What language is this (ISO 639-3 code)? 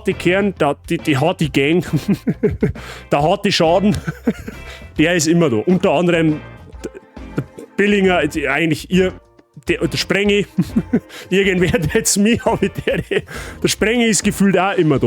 bar